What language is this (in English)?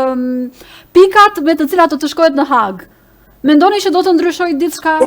Albanian